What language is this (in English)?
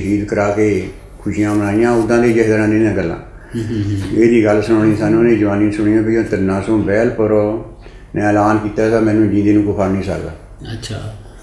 Punjabi